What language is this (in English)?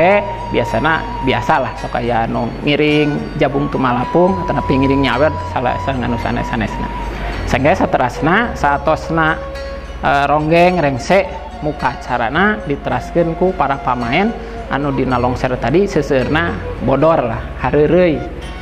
Sundanese